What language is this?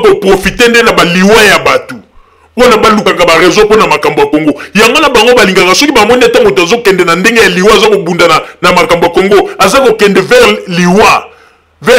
Lingala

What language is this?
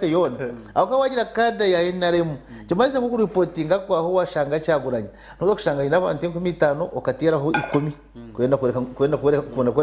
Nyankole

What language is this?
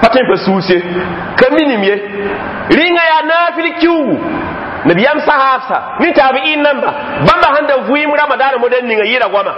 Mossi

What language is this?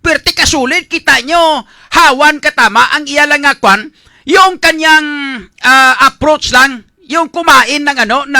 Hiligaynon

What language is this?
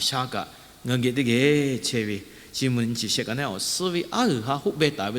Lahu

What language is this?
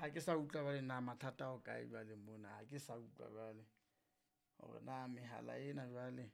Southern Sotho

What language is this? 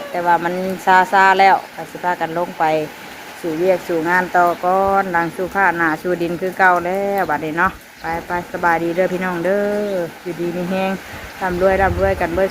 Northeastern Thai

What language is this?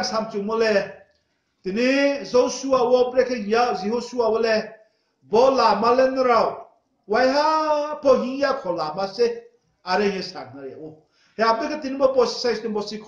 Riang (India)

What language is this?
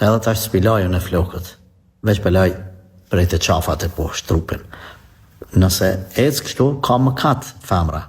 Albanian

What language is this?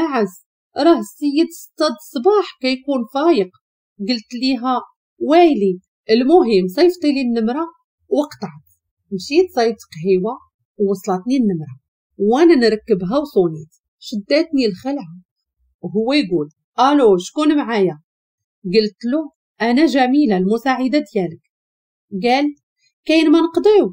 Moroccan Arabic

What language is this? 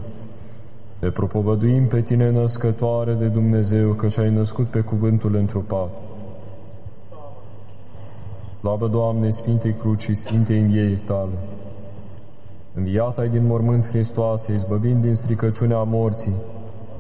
Romanian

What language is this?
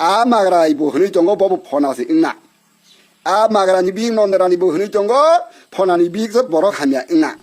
Kok Borok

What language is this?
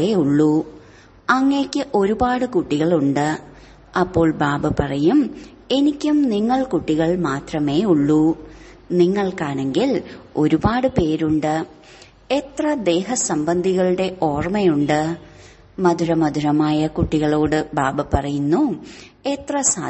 Malayalam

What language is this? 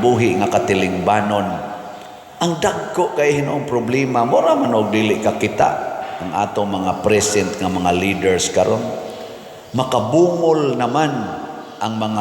Cebuano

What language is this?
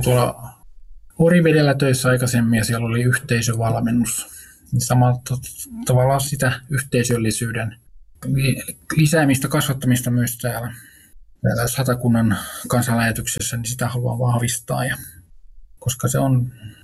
Finnish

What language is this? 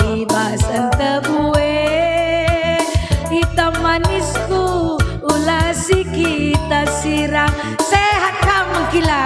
Batak Karo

